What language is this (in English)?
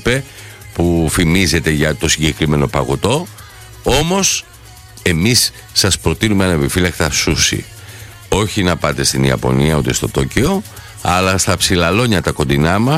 Greek